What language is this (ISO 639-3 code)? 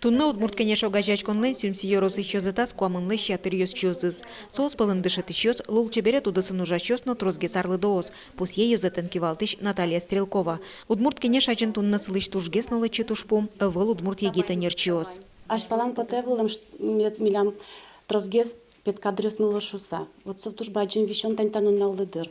udm